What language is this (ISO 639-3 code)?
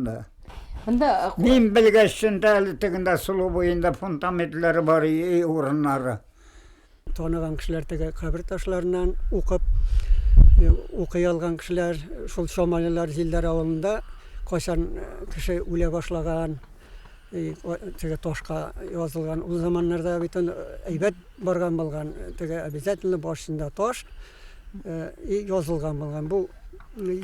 bak